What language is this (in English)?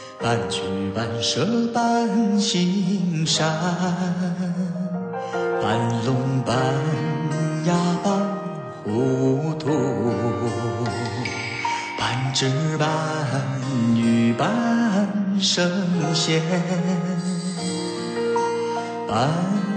Min Nan Chinese